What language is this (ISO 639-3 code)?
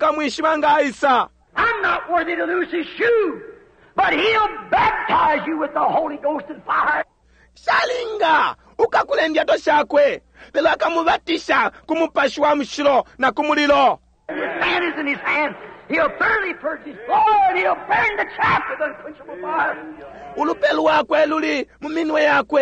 bem